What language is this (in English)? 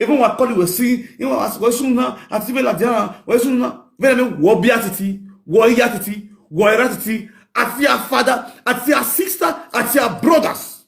Nigerian Pidgin